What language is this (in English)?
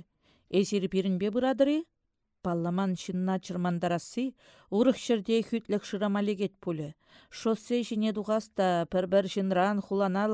Chuvash